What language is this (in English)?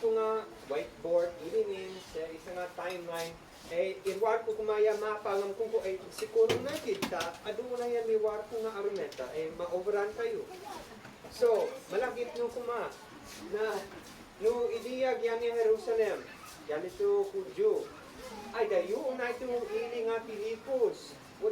Isnag